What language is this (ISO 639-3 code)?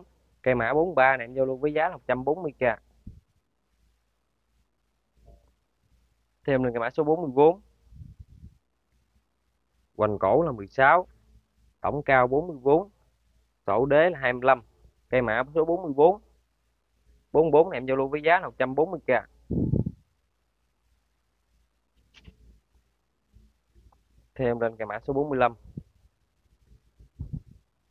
vie